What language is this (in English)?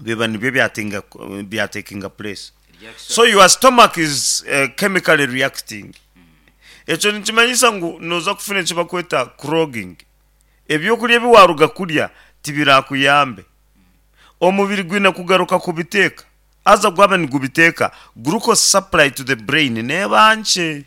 Nyankole